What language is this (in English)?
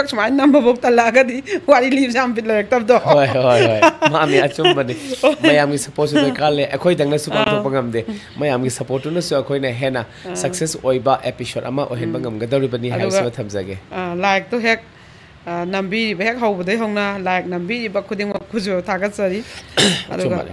Manipuri